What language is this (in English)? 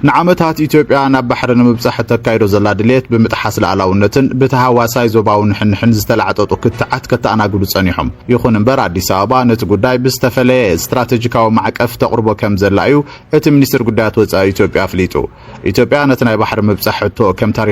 Tigrinya